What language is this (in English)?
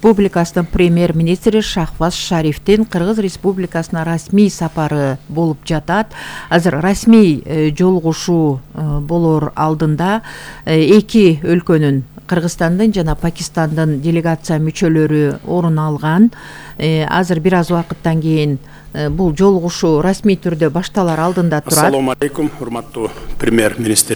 Kyrgyz